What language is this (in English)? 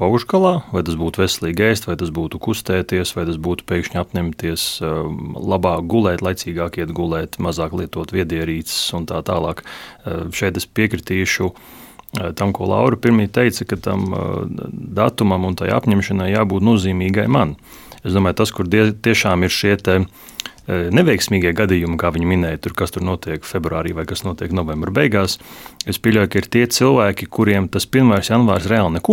Latvian